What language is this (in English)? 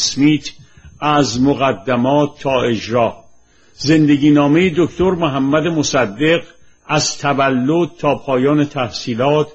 Persian